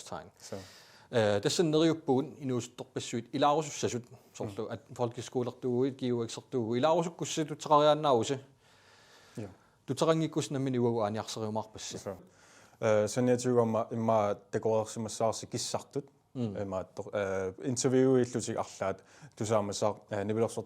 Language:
Kalaallisut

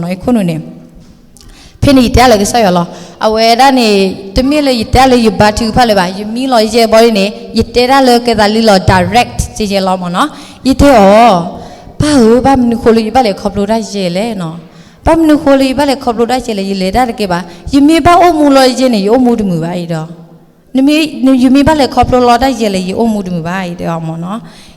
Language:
S'gaw Karen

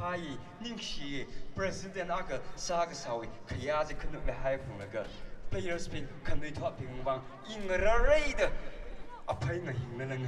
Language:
Tangkhul Naga (India)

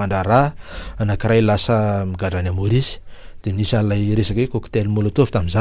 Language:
Malagasy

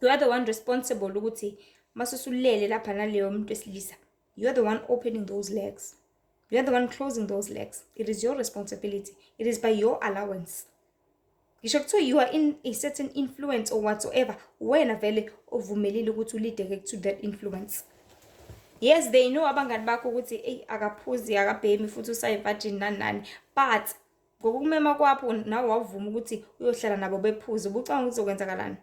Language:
Zulu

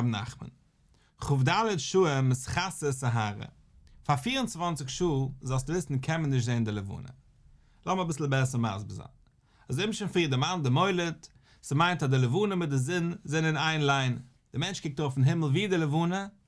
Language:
Yiddish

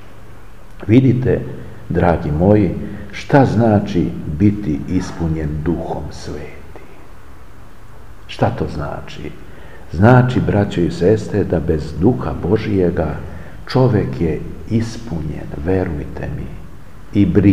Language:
Serbian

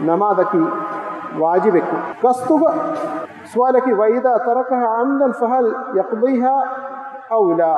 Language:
Divehi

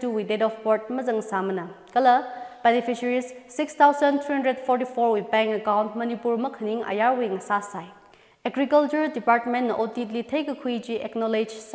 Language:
Tangkhul Naga (India)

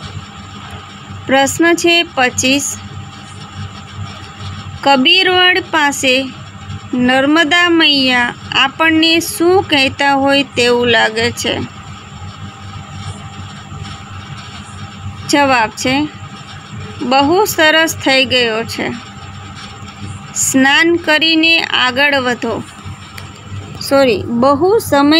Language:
Gujarati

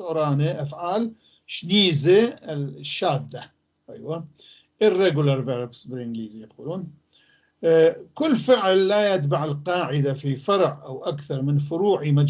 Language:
North Levantine Arabic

